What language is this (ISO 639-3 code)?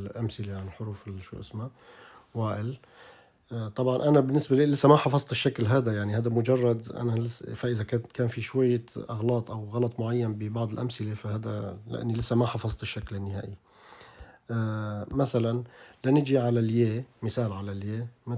apc